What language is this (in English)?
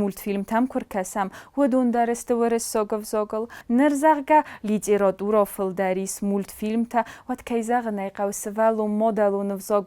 Ossetic